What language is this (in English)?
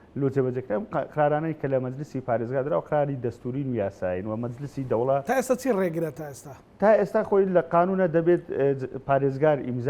Central Kurdish